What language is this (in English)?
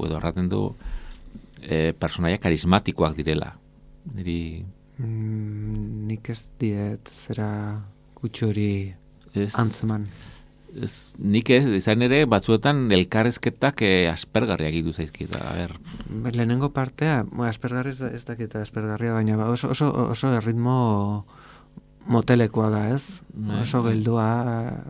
Basque